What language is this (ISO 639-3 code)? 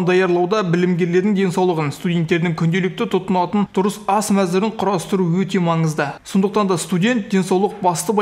kaz